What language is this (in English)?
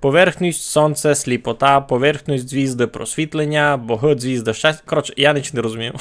Rusyn